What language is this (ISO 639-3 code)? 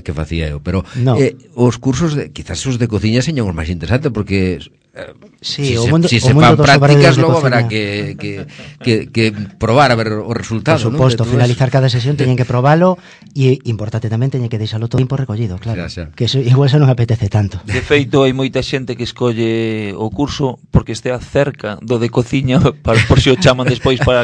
glg